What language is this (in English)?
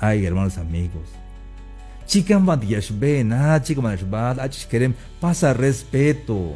Tzeltal